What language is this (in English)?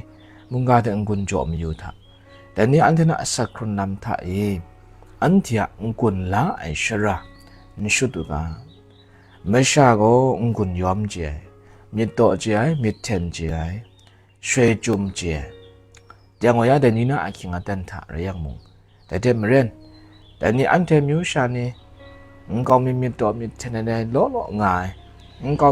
Kachin